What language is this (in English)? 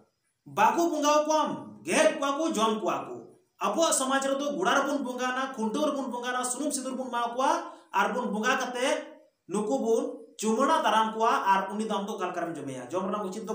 Santali